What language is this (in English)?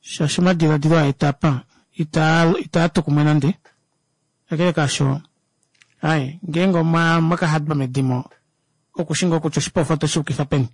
Kuanyama